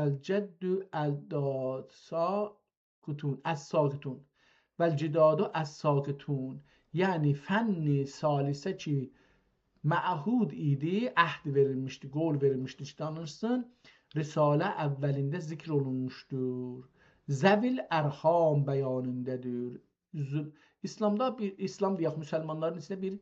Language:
South Azerbaijani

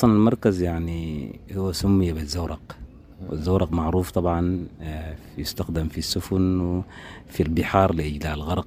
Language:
Sudanese Arabic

